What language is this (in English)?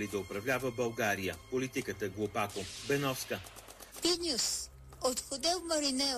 Bulgarian